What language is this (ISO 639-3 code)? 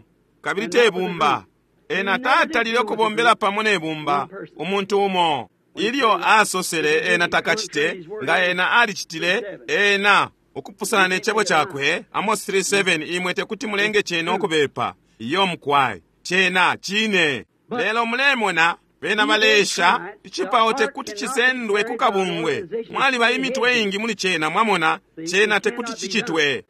bem